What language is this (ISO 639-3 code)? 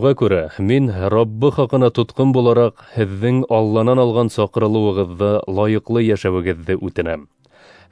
bak